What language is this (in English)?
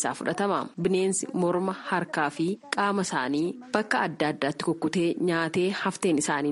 Oromo